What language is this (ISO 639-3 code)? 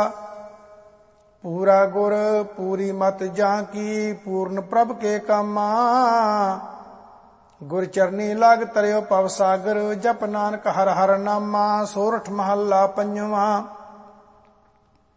pan